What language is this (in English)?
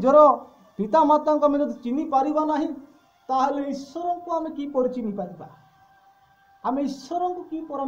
Odia